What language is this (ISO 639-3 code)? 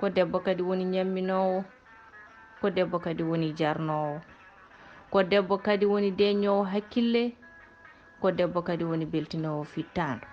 ful